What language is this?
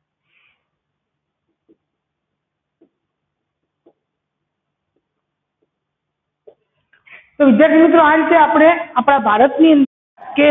Gujarati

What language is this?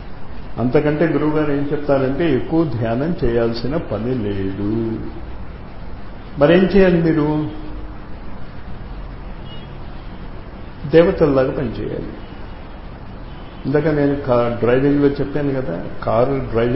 Telugu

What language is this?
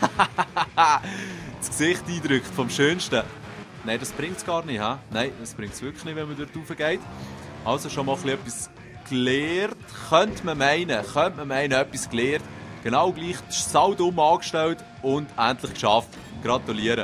Swiss German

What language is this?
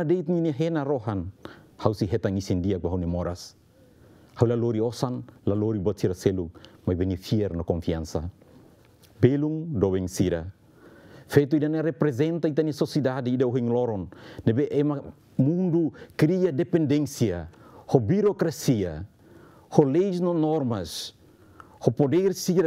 Tetum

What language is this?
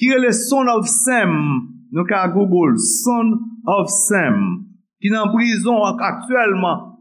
Haitian Creole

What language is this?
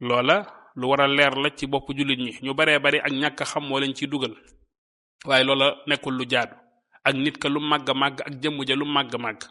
Wolof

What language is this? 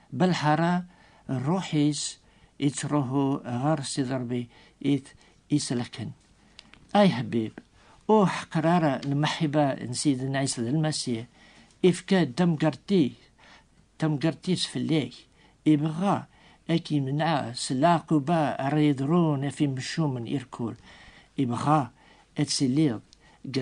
Kabyle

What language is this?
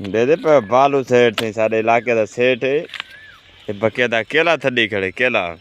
Saraiki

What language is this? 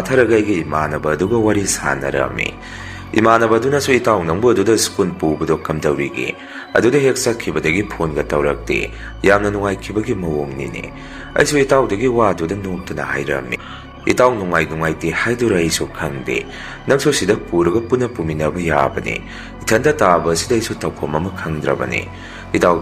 Manipuri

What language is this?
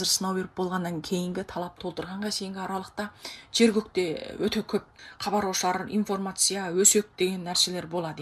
Kazakh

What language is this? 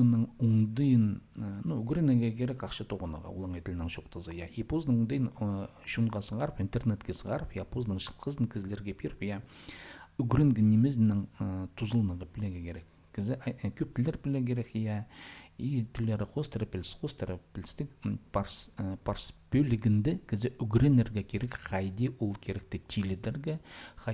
Khakas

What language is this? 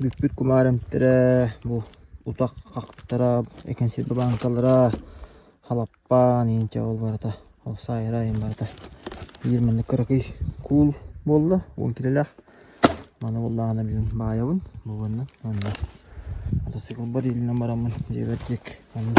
Yakut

